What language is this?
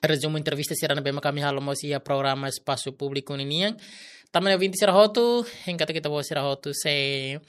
Tetum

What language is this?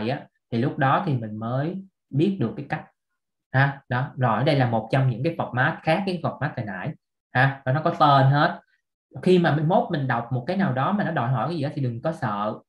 Vietnamese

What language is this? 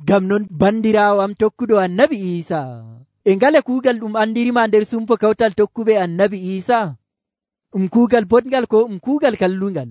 Nigerian Fulfulde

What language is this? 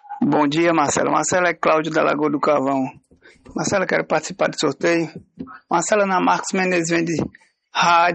Portuguese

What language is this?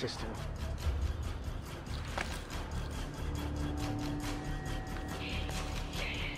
English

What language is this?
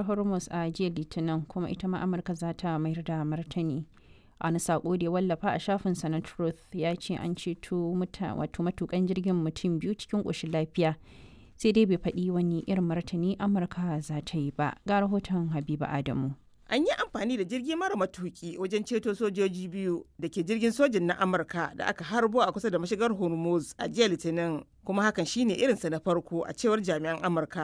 Hausa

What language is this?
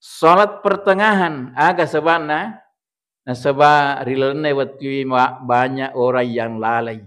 Buginese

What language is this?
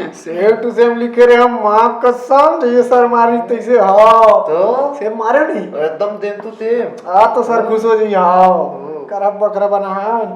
Chhattisgarhi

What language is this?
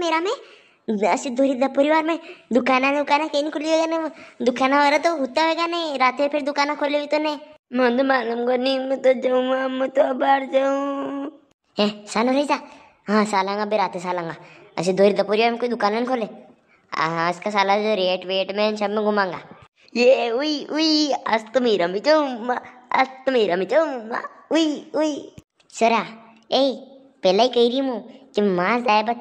Rajasthani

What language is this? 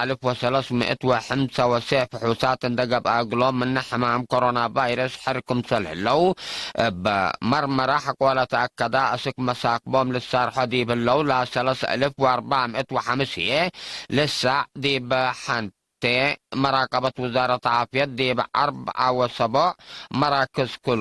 Tigre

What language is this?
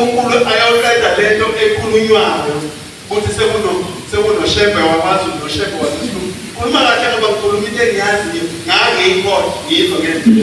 Zulu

